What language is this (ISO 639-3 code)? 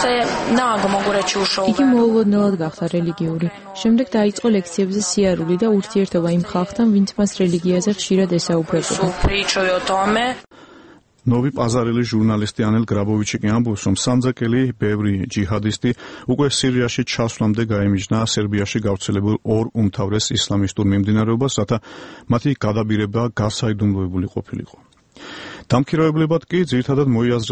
kat